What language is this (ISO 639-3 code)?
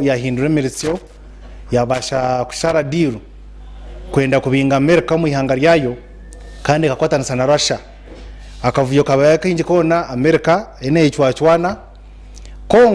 nyn